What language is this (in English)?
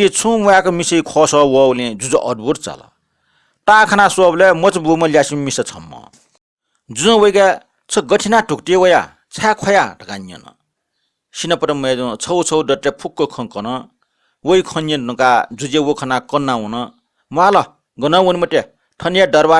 Newari